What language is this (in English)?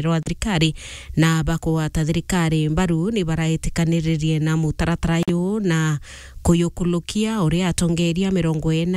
Meru